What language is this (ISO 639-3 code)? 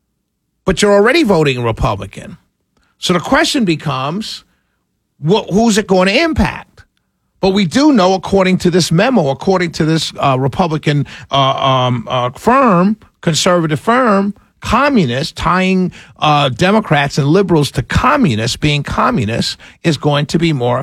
eng